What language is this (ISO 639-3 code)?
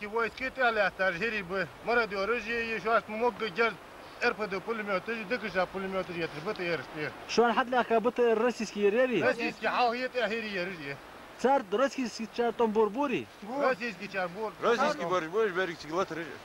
inh